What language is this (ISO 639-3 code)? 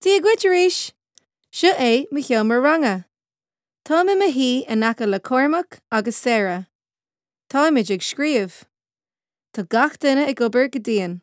gle